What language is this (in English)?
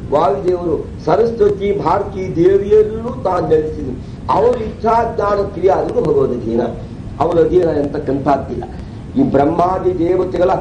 Kannada